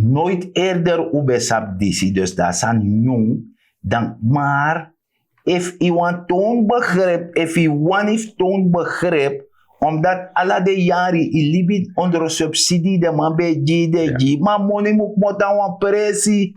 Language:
Sranan Tongo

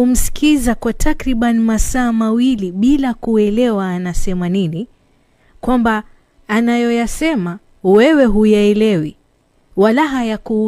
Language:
Swahili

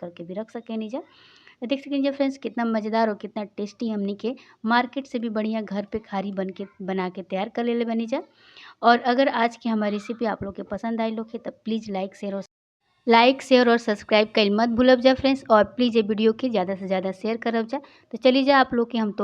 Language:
Bhojpuri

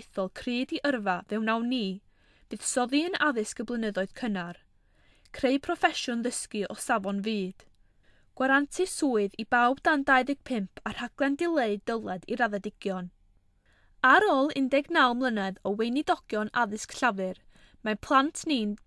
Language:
Welsh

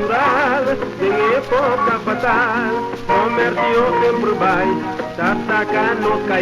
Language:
Papiamento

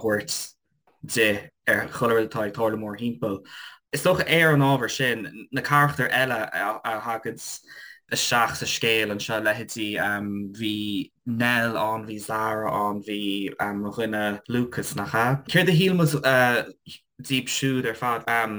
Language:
Irish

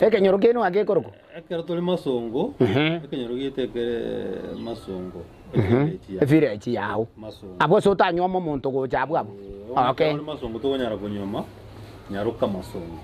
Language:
Gusii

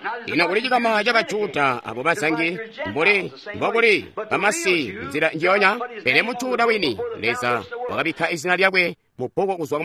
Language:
Tonga (Zambia)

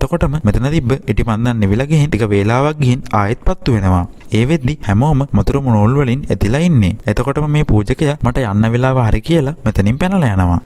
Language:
Sinhala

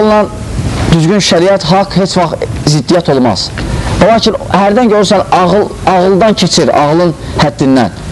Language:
Azerbaijani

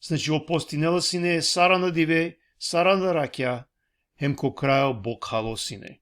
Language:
Balkan Romani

